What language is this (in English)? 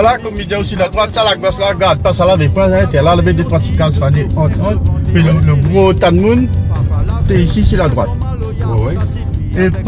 Réunion Creole French